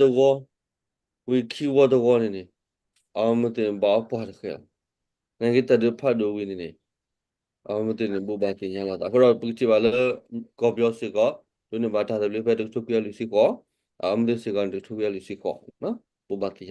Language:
S'gaw Karen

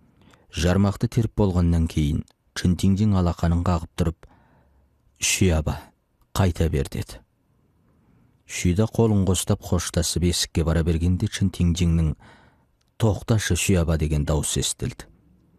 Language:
Kazakh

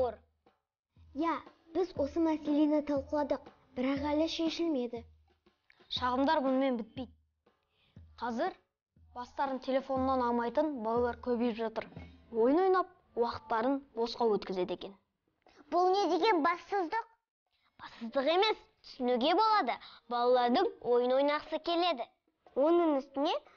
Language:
Kazakh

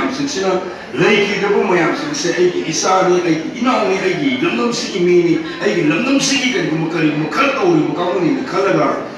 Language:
Manipuri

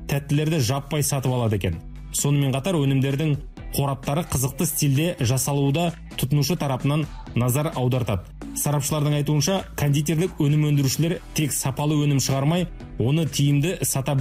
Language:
Kazakh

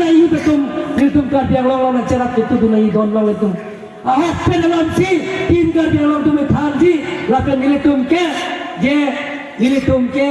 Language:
Karbi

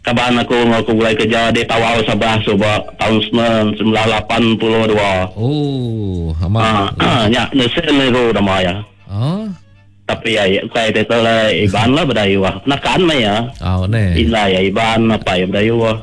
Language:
Iban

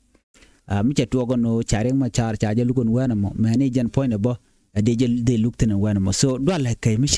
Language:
Nuer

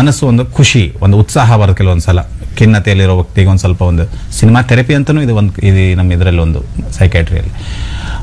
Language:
Kannada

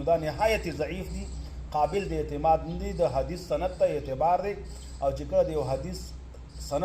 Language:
Pashto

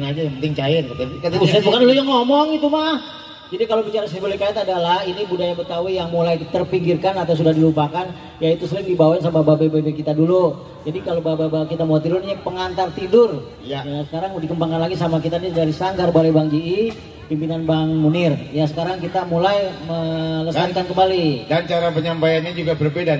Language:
Betawi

